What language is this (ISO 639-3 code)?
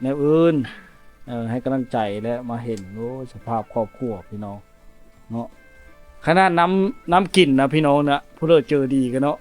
lao